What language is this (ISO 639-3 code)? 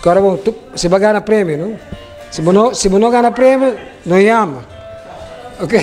pap